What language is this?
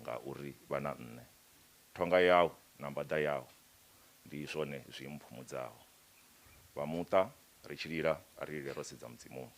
Venda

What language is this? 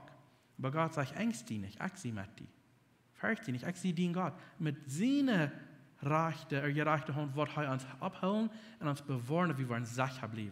Plautdietsch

